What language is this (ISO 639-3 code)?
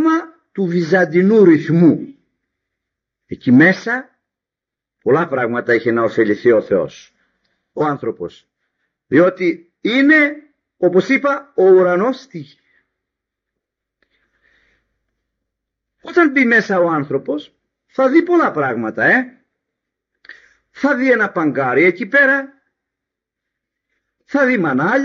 ell